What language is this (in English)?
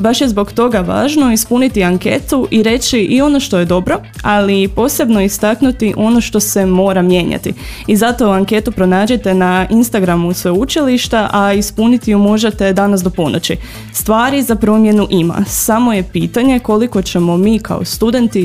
Croatian